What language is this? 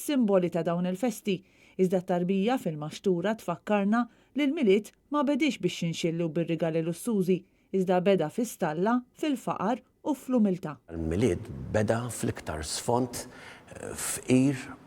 Maltese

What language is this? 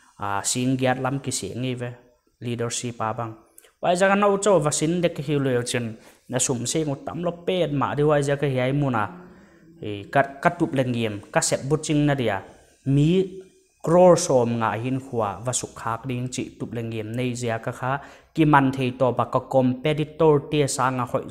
Paite Chin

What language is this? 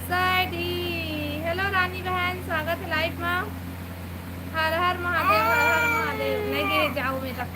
Chhattisgarhi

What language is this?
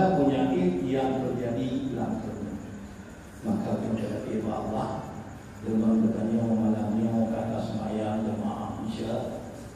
Achinese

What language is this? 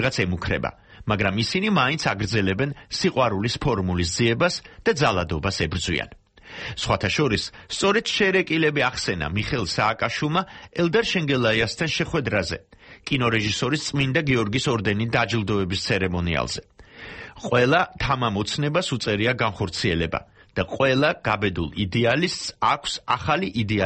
Georgian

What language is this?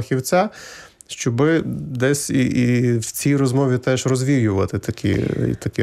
Ukrainian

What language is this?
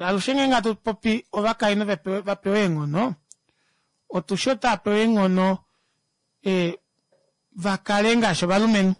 Kuanyama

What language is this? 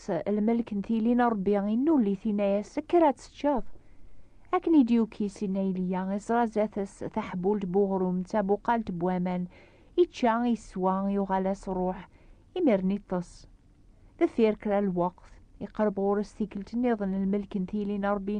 Kabyle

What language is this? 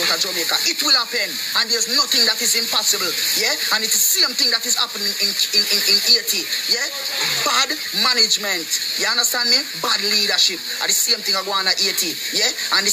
Jamaican Creole English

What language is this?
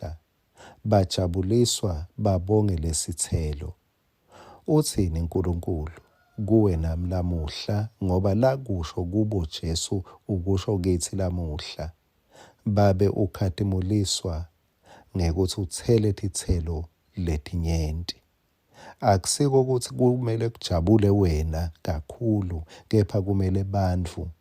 Swati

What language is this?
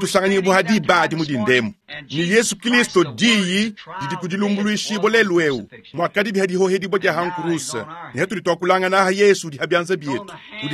Luba-Lulua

